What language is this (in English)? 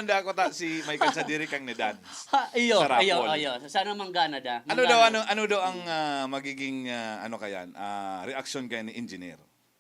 Bikol